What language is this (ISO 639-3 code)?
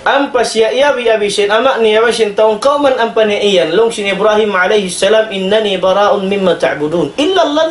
tsg